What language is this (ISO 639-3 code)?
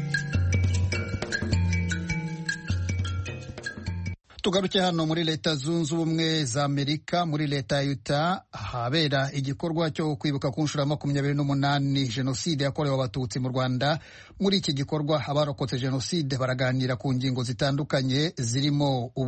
kin